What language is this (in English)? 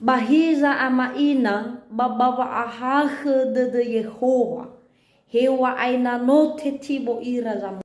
Nias